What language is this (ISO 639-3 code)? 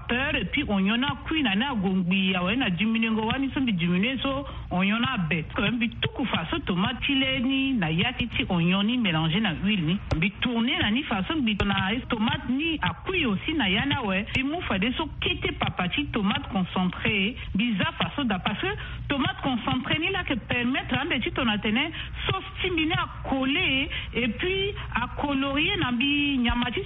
sag